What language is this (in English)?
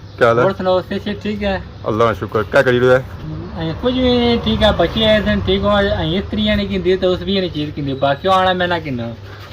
Pahari-Potwari